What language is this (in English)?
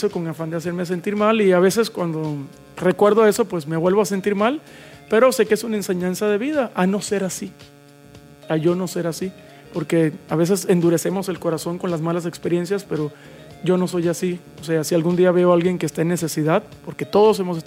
Spanish